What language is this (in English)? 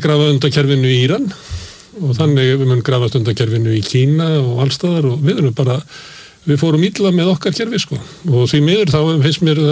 Icelandic